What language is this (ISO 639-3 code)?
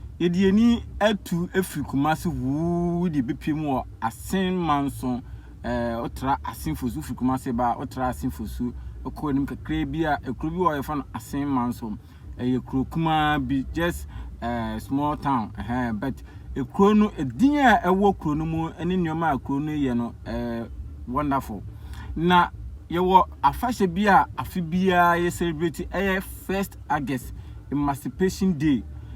aka